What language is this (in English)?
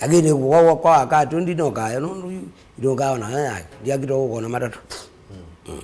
Kamba